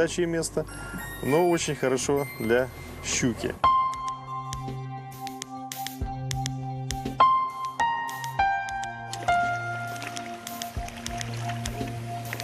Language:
Russian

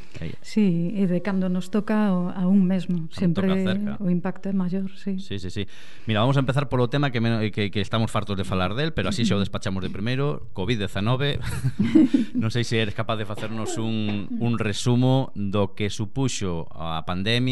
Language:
Galician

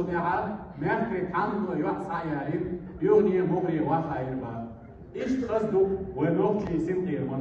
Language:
Chechen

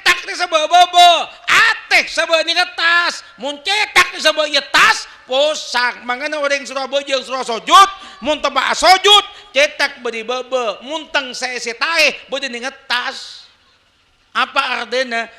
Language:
Madurese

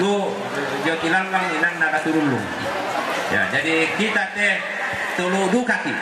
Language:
Toraja-Sa'dan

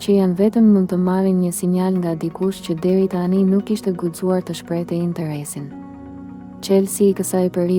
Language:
Albanian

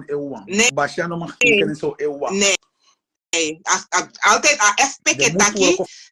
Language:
Sranan Tongo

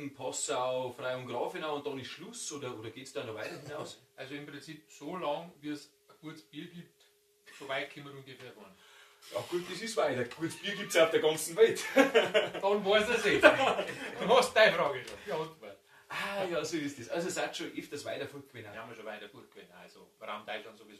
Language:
Bavarian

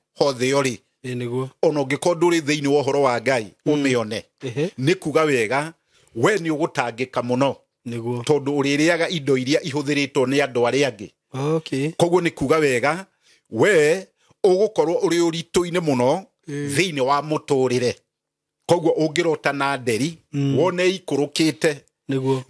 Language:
Kikuyu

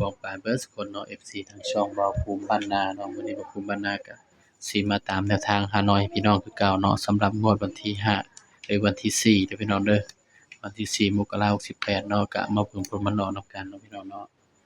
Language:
Northeastern Thai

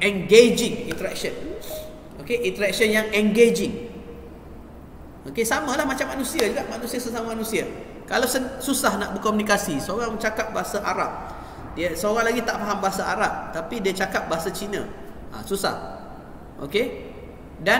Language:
Malay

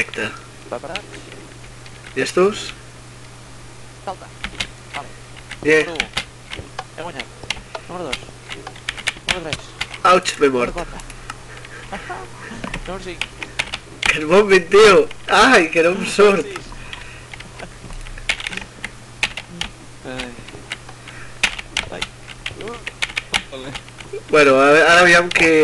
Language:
Catalan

